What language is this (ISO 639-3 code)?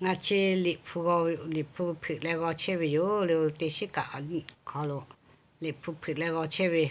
lhu